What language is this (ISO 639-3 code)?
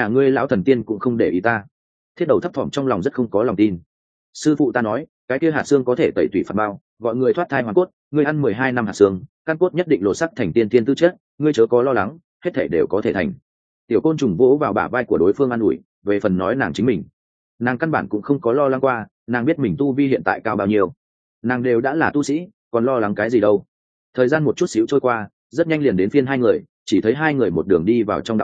vie